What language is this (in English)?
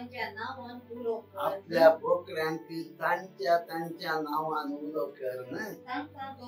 Konkani